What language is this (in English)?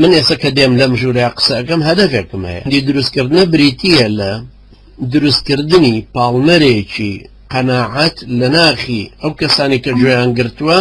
Central Kurdish